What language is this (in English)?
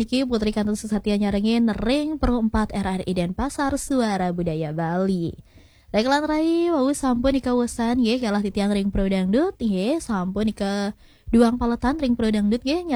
Balinese